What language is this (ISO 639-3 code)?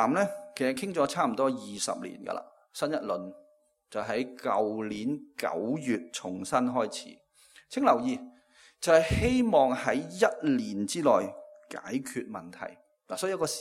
yue